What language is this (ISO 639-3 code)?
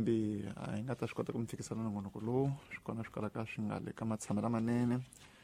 tso